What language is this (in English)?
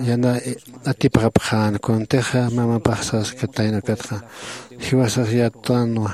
Aymara